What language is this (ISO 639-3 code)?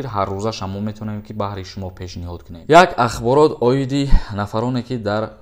tgk